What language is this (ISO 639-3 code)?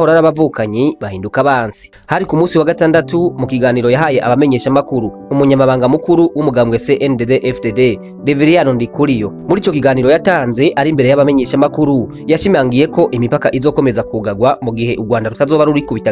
run